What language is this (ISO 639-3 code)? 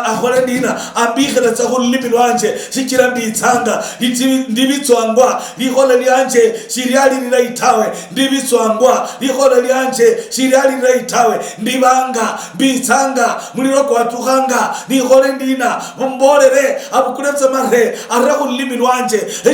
luy